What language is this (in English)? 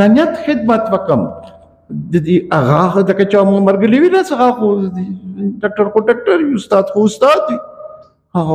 Pashto